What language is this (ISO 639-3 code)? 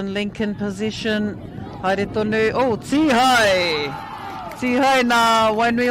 mri